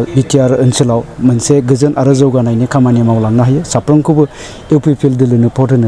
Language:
Bodo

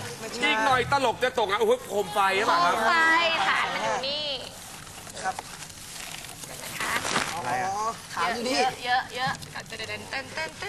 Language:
Thai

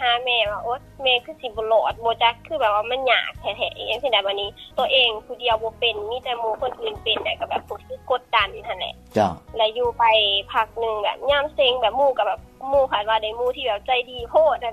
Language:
Lao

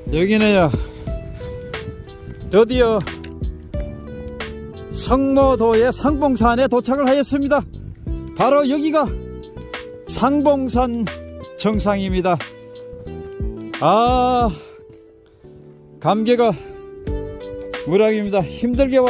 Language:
Korean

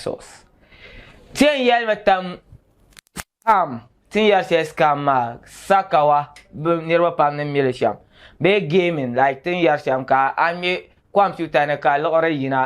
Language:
Dagbani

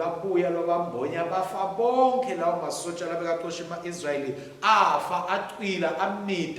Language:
Swati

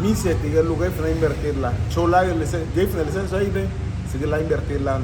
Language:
Garifuna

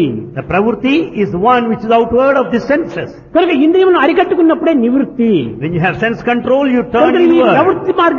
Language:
Telugu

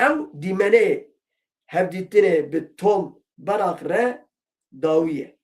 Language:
Kurdish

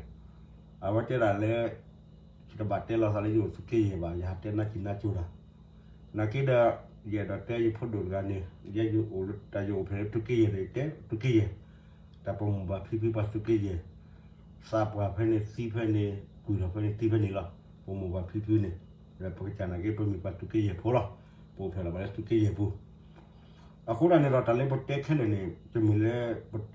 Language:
S'gaw Karen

